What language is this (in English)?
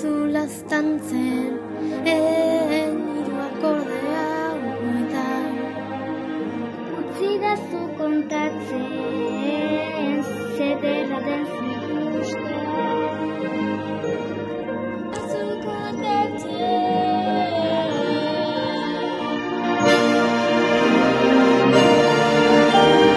Basque